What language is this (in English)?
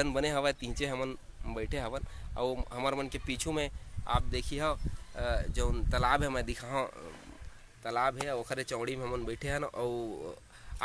Chhattisgarhi